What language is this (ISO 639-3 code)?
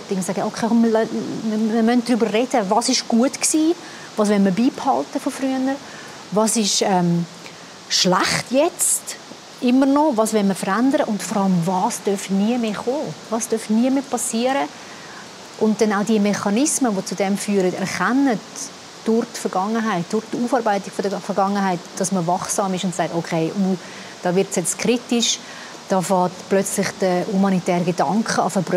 gsw